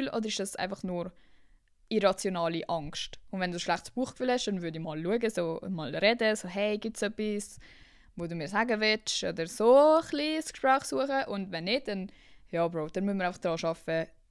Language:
Swiss German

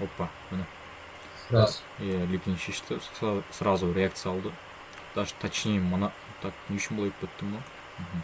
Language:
Kazakh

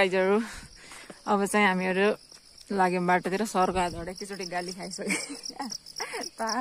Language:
Nepali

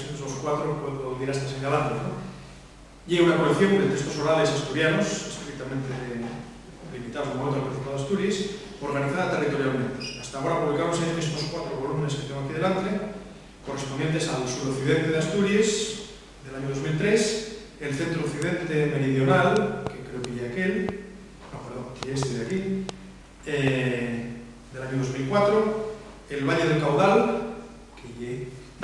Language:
Asturian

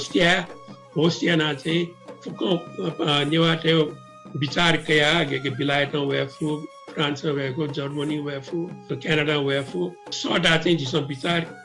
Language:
Newari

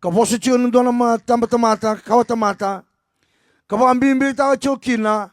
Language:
Fijian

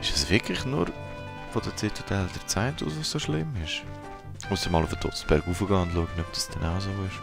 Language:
Swiss German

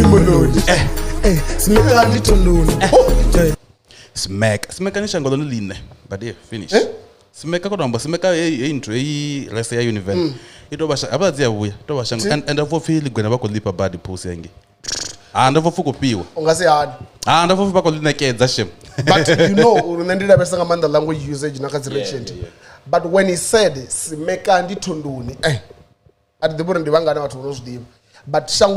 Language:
Venda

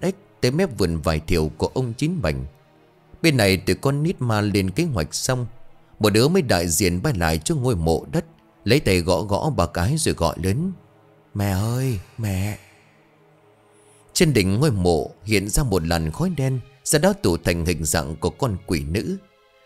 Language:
Vietnamese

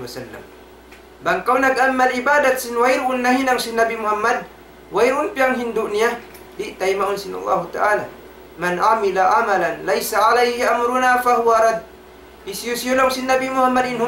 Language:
Tausug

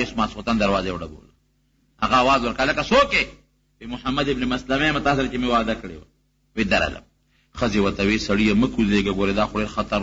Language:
Pashto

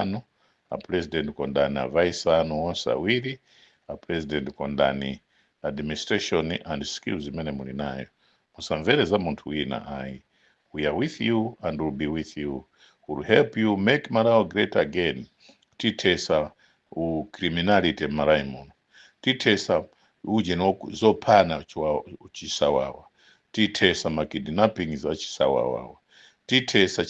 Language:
Nyanja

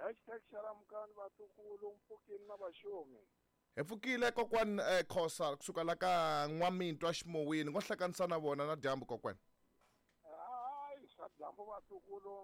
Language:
Tsonga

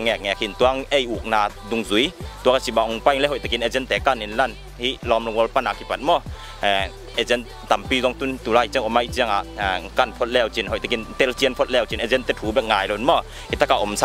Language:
Tedim Chin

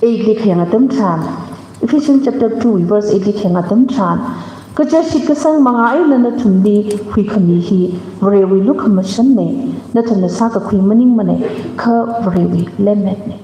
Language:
Tangkhul Naga (India)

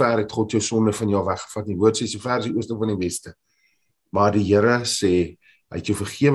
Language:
Afrikaans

